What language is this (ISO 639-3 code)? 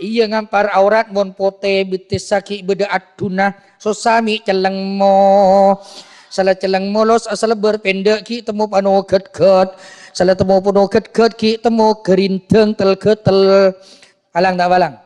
mad